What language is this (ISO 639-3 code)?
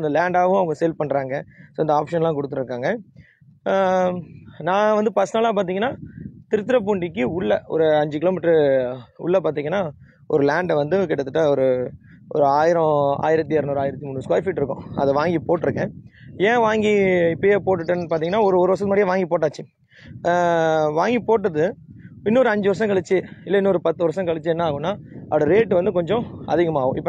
tam